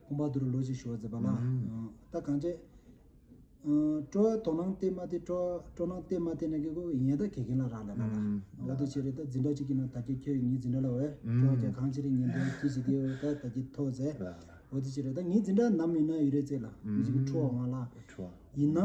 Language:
Tibetan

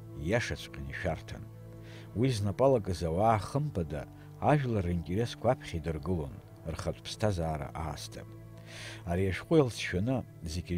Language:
Abkhazian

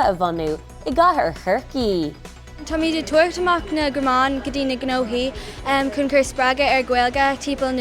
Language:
Irish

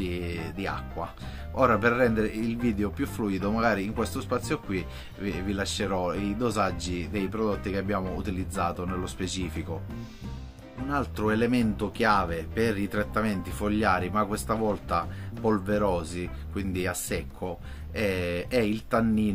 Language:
Italian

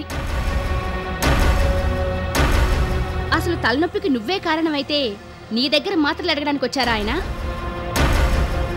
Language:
Telugu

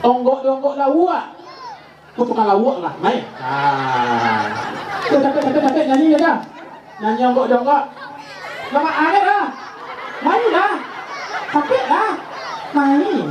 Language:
Minangkabau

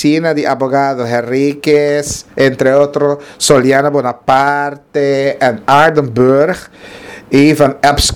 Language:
Papiamento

